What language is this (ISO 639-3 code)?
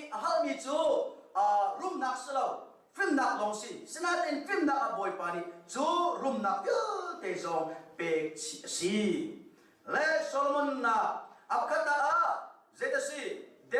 cnh